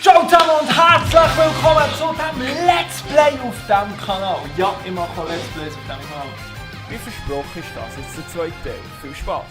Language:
Swiss German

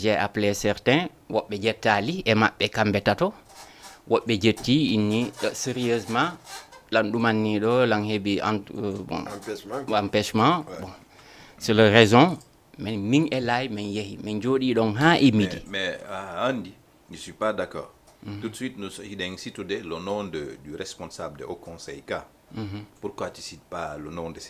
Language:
Fula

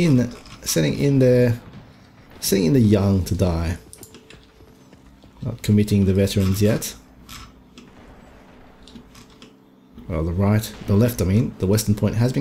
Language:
English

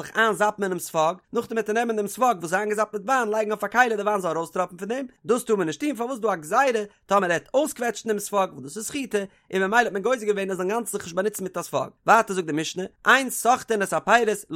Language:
Yiddish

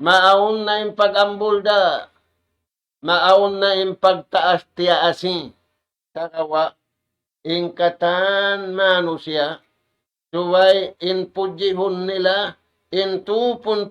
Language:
Tausug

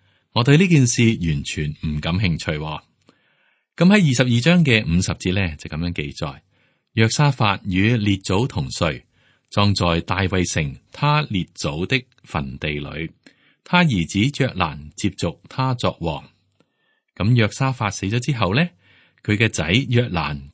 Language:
Cantonese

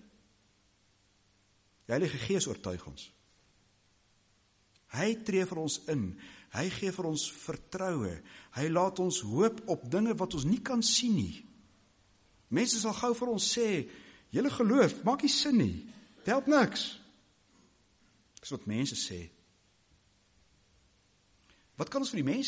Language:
Afrikaans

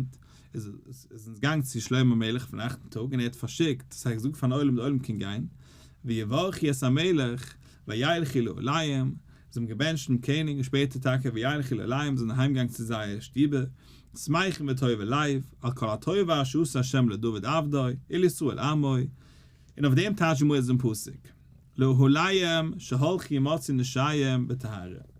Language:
Yiddish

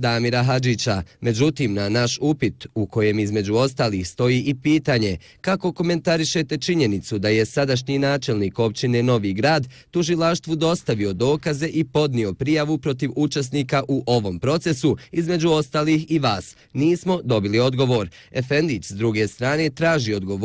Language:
Bosnian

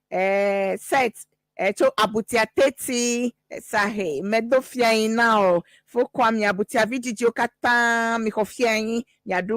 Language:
Ewe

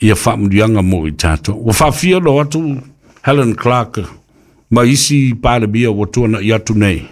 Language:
Samoan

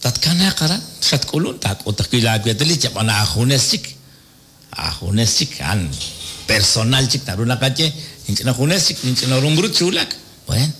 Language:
Kekchí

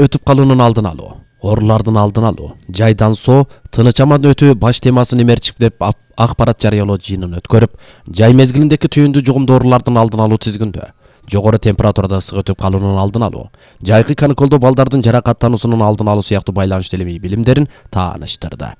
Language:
Kyrgyz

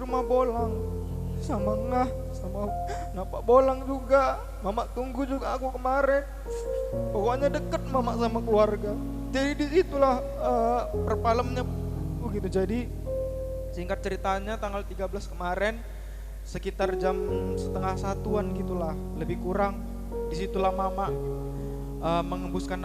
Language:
Batak Karo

